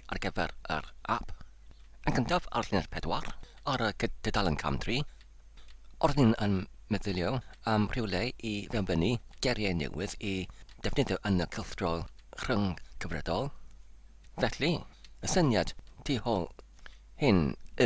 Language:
Welsh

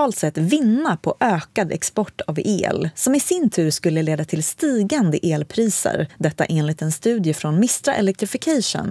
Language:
Swedish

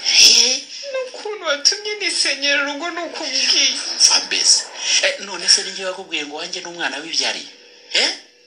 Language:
Kinyarwanda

